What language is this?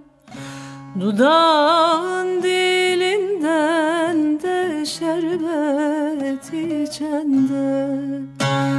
Turkish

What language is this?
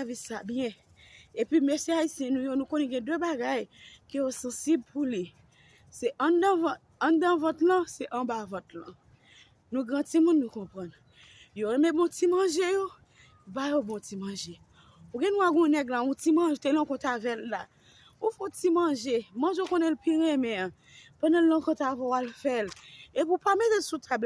Haitian Creole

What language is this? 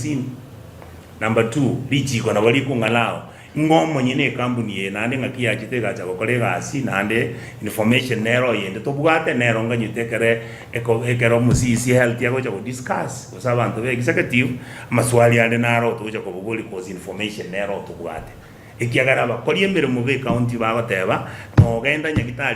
Gusii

